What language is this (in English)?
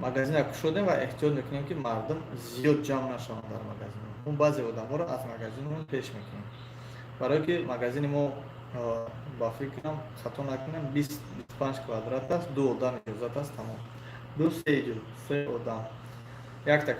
Tajik